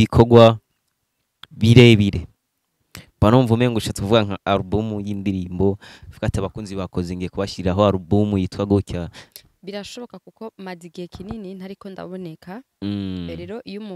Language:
Rundi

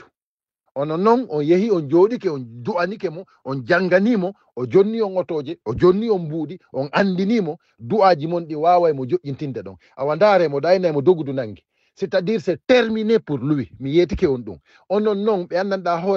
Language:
Fula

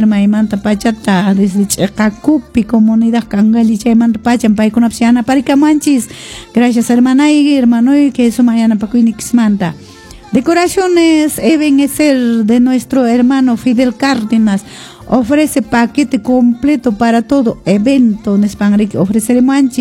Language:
Quechua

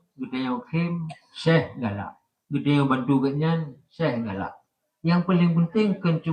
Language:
Achinese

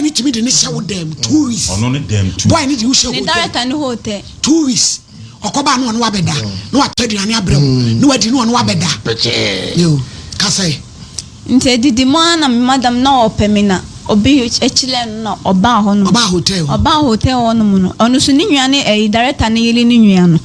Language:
Akan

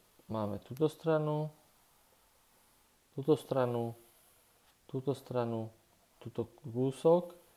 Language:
Slovak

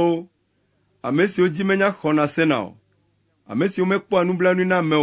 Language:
Ewe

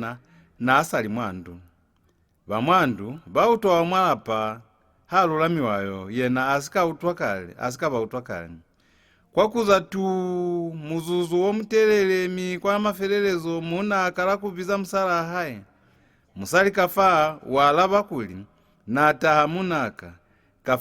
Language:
Lozi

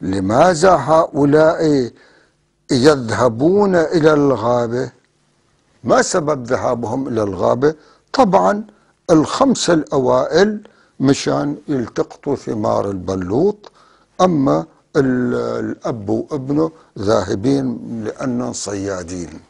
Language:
North Levantine Arabic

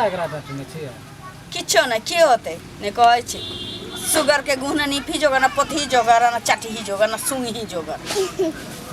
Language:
Maithili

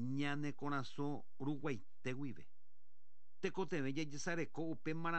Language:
Guarani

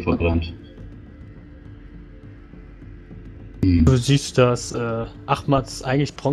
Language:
German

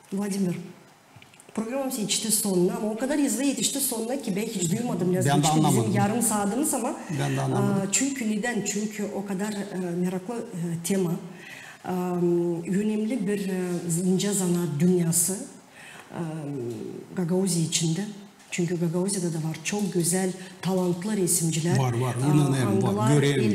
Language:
Gagauz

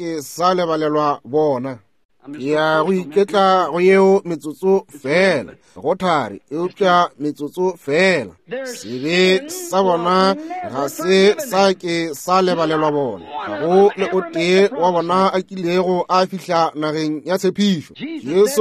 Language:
Northern Sotho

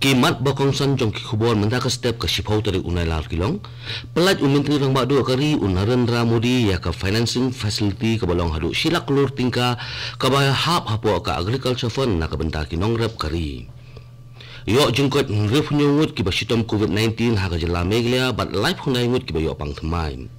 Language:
Khasi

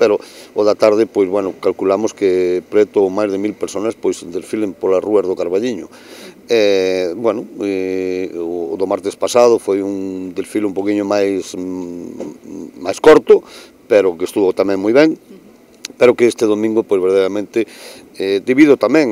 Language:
Galician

